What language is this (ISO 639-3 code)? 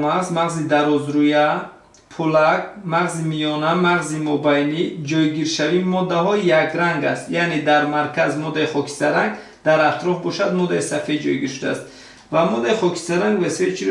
tgk